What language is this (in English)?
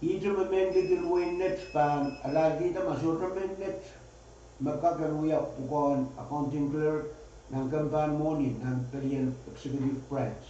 Pohnpeian